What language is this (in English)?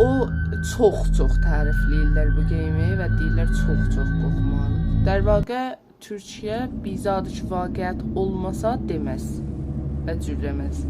South Azerbaijani